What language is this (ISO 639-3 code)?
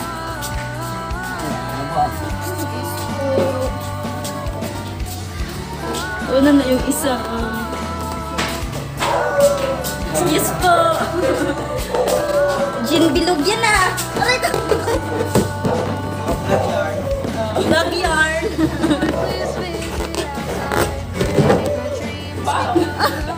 fil